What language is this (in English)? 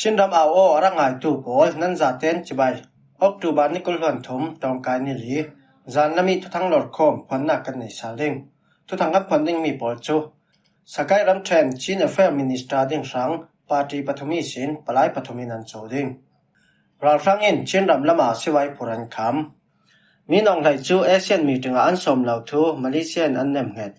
Falam Chin